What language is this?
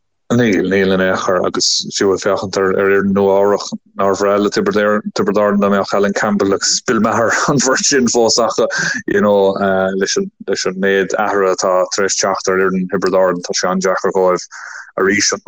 Irish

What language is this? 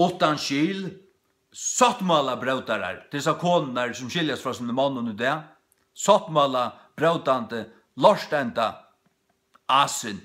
Faroese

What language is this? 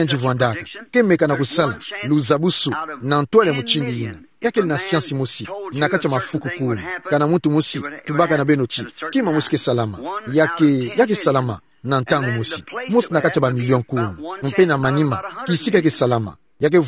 Kituba (Democratic Republic of Congo)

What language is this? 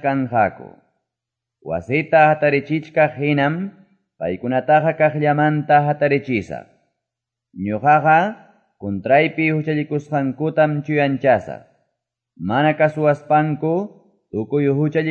Quechua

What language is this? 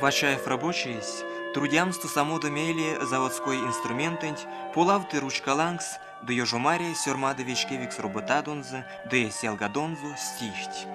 Erzya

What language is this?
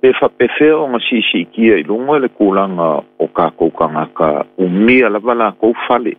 Samoan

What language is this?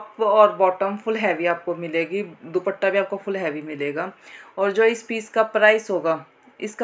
Hindi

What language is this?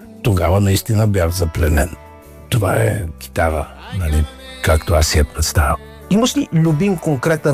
Bulgarian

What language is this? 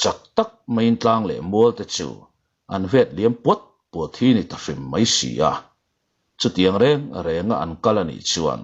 Mizo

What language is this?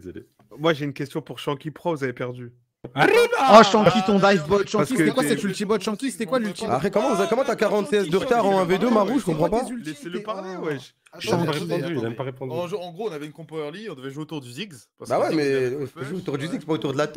French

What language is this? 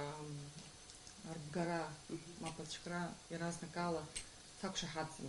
Abkhazian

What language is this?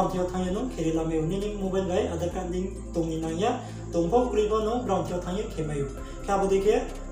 Riang (India)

